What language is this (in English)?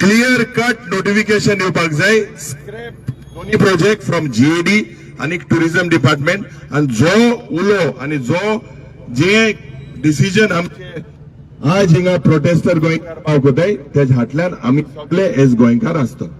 Konkani